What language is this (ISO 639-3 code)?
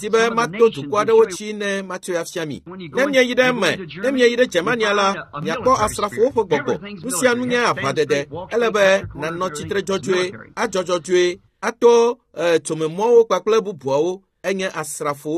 ewe